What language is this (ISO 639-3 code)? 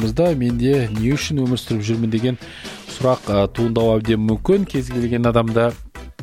kaz